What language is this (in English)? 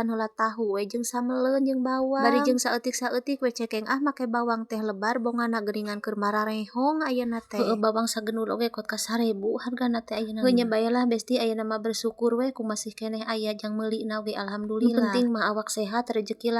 Sundanese